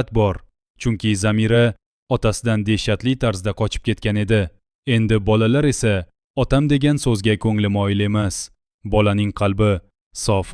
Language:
Uzbek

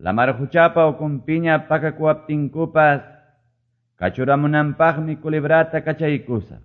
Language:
Quechua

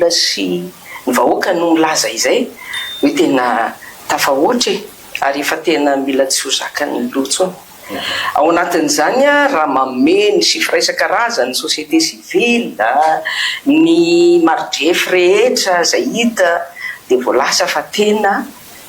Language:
Malagasy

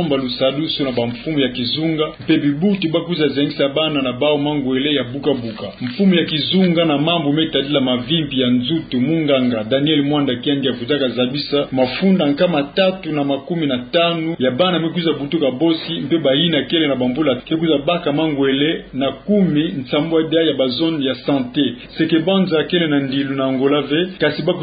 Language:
Kituba (Democratic Republic of Congo)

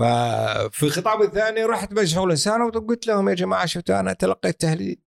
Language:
Gulf Arabic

